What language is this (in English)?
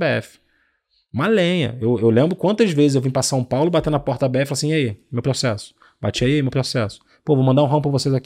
Portuguese